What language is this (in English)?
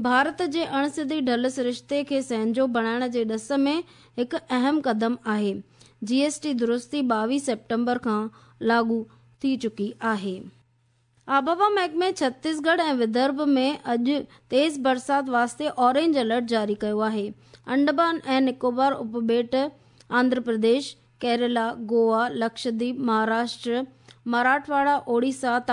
Sindhi